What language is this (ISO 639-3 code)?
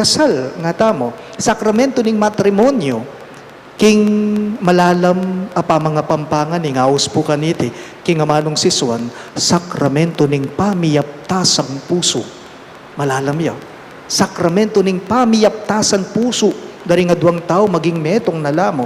pam